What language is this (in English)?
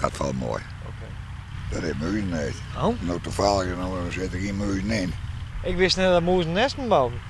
Western Frisian